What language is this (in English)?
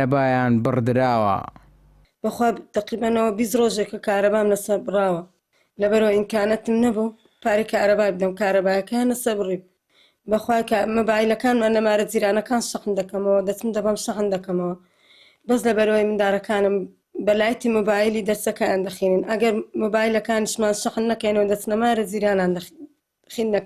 Central Kurdish